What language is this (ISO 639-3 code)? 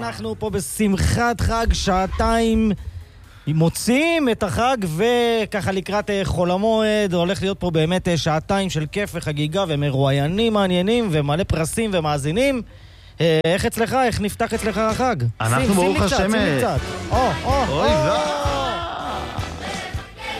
heb